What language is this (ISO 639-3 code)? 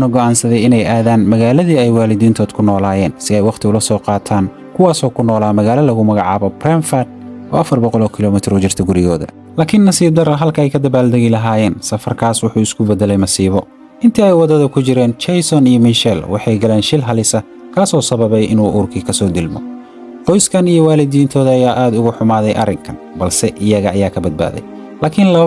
som